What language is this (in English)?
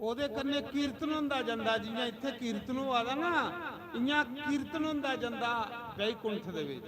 Dogri